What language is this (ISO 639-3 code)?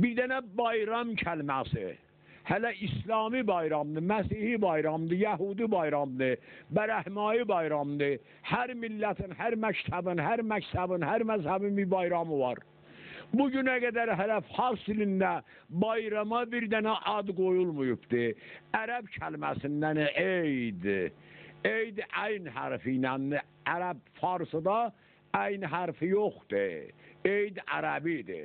azb